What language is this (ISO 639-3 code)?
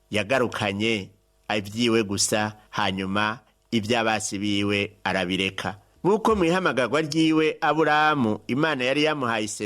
run